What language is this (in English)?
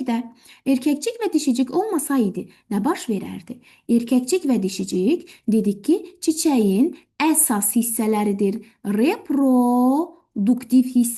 Azerbaijani